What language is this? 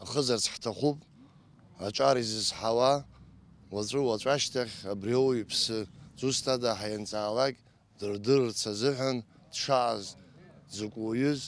Abkhazian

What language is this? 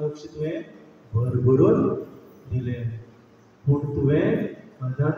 Konkani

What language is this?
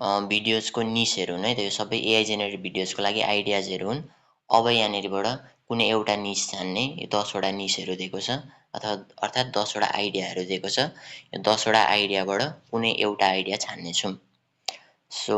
Nepali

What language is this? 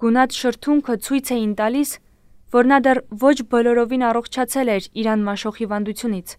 Armenian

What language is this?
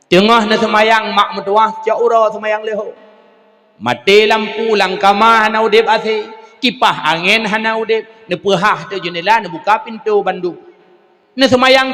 Achinese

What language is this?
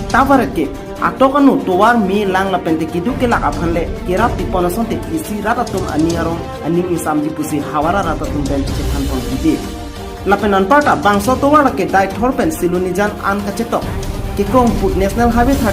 Karbi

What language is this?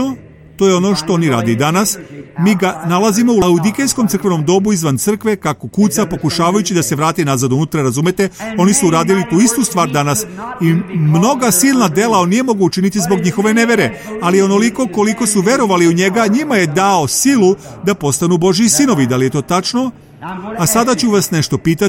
Serbian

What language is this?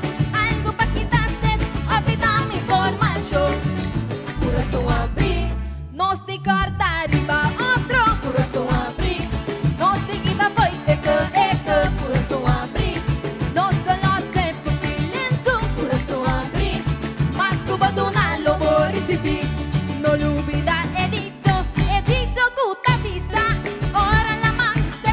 Papiamento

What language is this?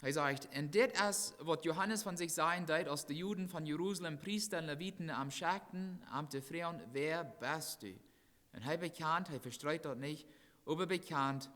Plautdietsch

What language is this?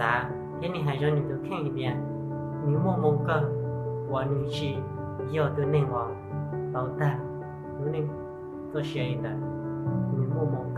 Hmong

